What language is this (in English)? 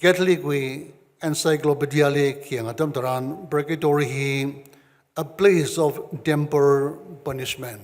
Tangkhul Naga (India)